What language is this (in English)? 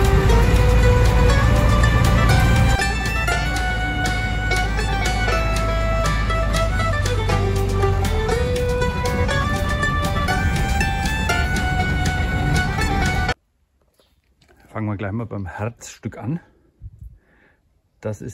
German